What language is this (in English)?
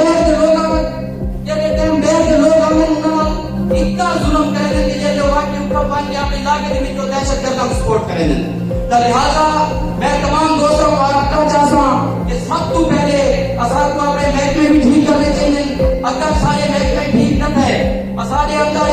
Saraiki